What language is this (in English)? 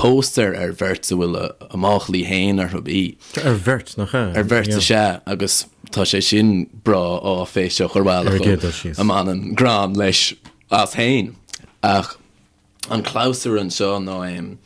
Irish